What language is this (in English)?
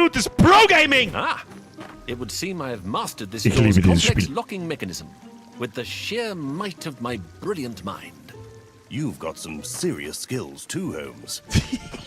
Bavarian